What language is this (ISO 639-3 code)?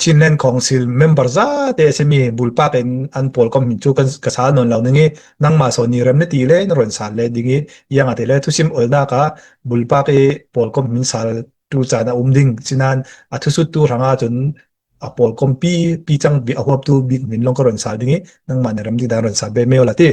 cfm